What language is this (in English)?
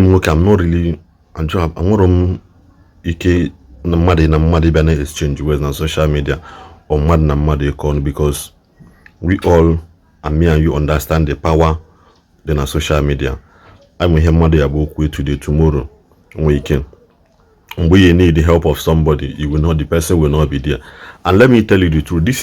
Igbo